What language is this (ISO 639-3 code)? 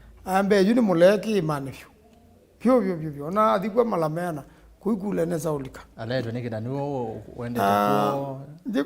kam